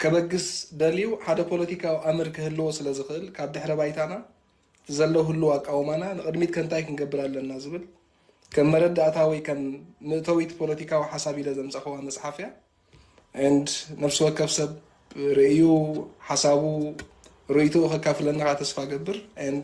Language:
Tigrinya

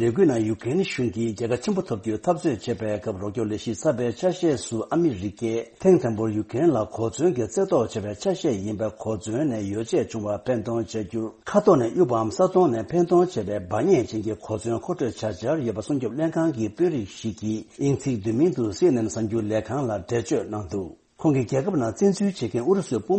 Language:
Tibetan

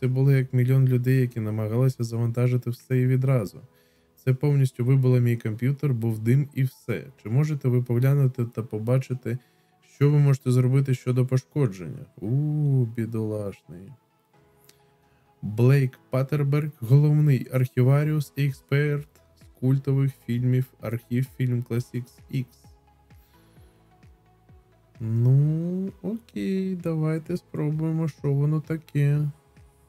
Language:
Ukrainian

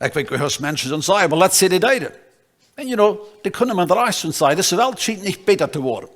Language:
Plautdietsch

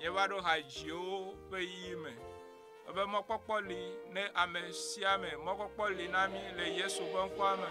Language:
Ewe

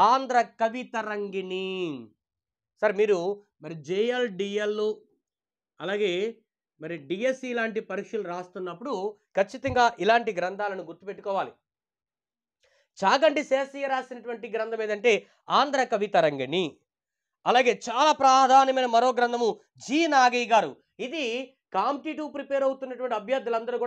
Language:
Telugu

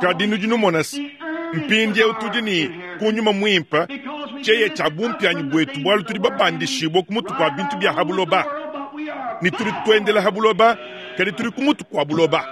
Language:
Luba-Lulua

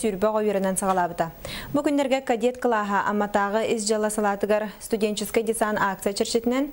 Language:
Yakut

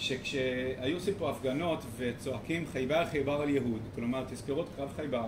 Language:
Hebrew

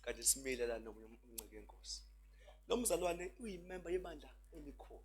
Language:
Zulu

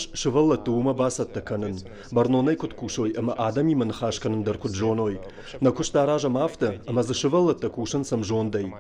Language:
Ossetic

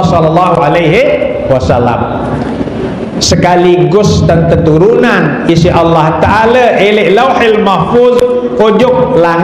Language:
Sasak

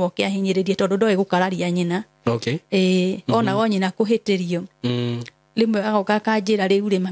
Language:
Kikuyu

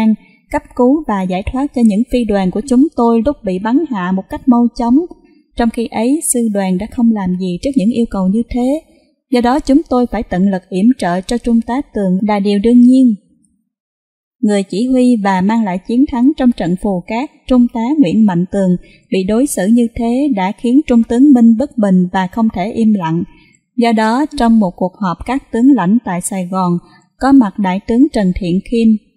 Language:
Vietnamese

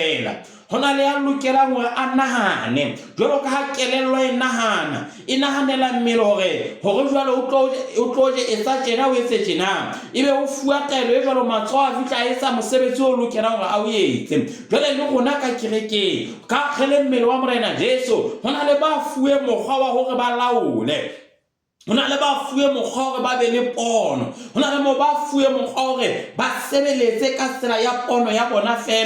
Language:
Southern Sotho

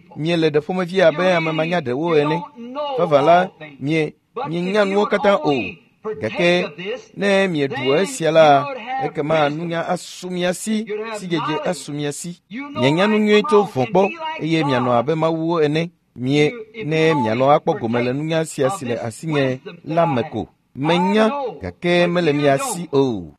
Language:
Ewe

